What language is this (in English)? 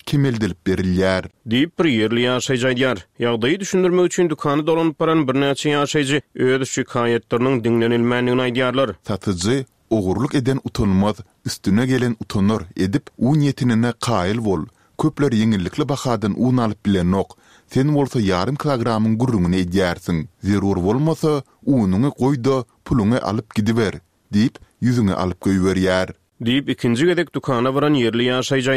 Turkmen